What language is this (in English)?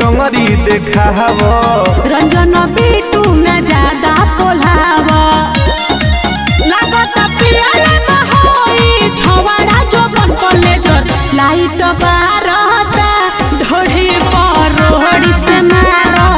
Bhojpuri